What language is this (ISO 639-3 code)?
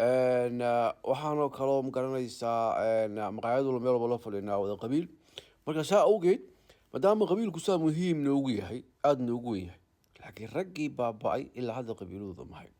som